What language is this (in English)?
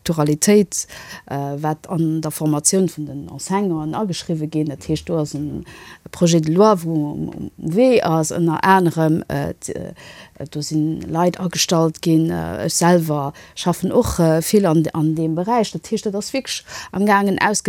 Luxembourgish